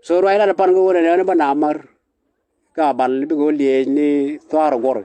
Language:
Nuer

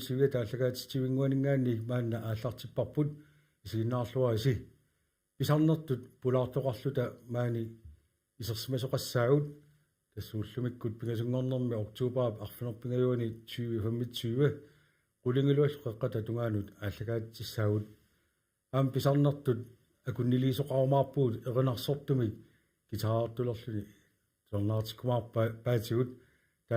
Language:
Kalaallisut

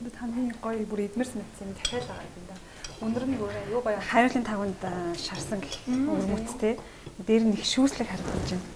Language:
Mongolian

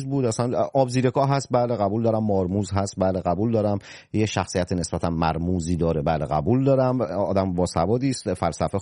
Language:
Persian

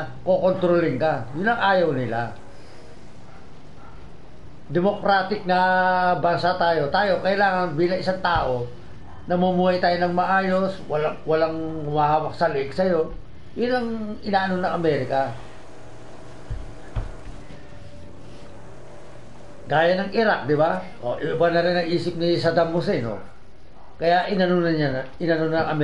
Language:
Filipino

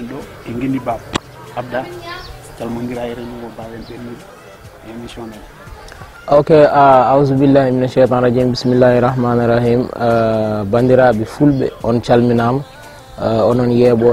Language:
Fula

